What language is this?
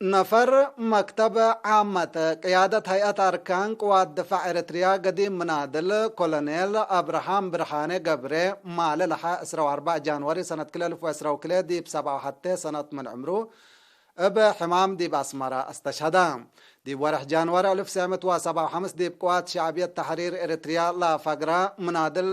Tigre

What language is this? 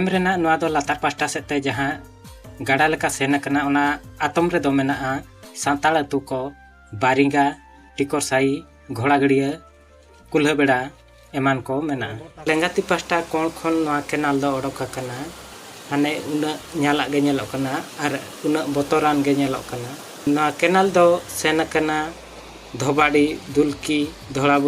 Santali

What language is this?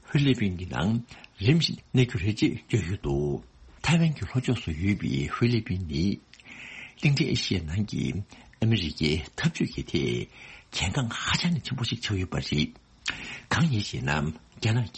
Tibetan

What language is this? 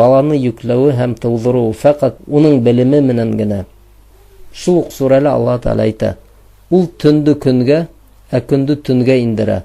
Bashkir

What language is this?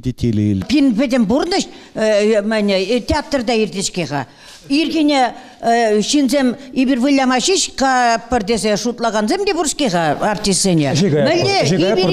Chuvash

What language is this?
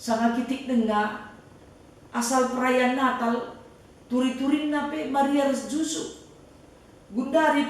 Batak Karo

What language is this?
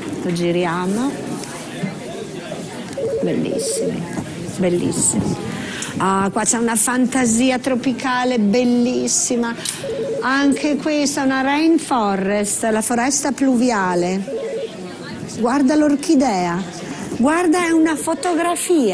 Italian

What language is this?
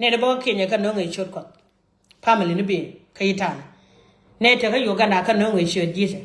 Nuer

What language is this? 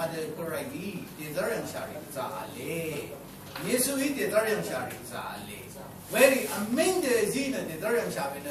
Rawang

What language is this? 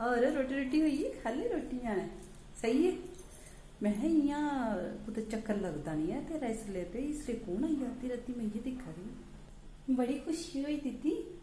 Dogri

